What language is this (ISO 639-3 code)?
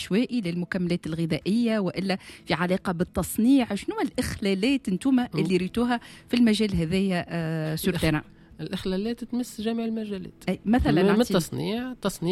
aeb